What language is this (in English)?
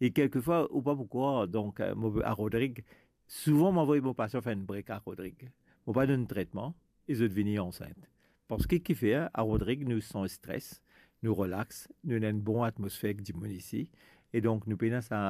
Morisyen